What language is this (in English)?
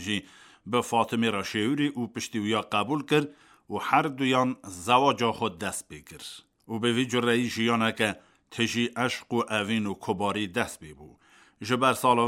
Kurdish